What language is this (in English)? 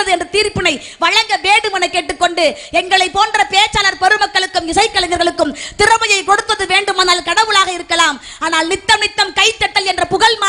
Tamil